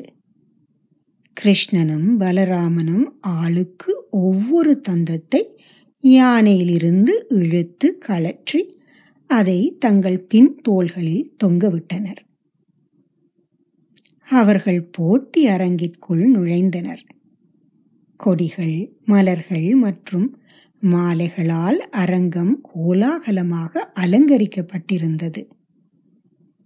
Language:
Tamil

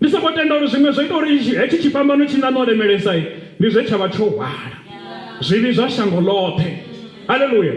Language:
Venda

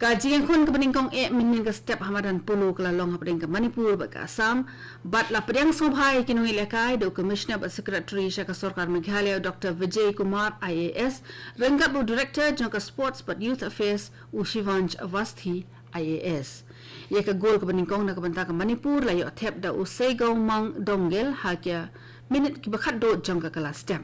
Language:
Khasi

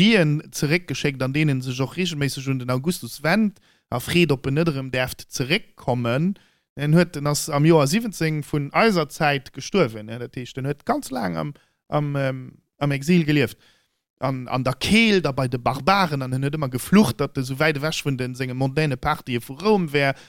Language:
Luxembourgish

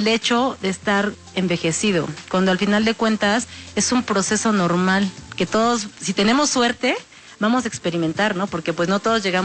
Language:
Spanish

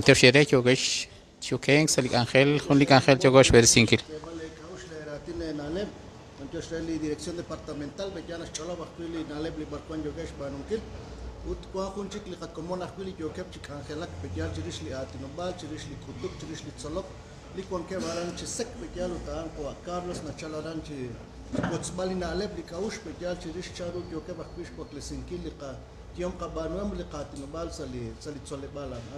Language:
Kekchí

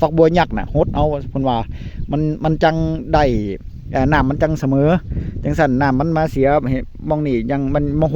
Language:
Northeastern Thai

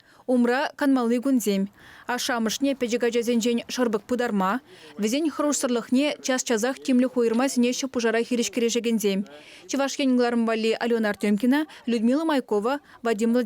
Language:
Chuvash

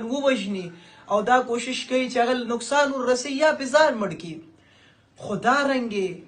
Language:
Pashto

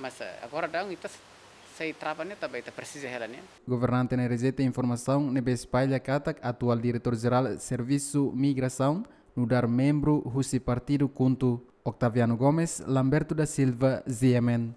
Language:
Tetum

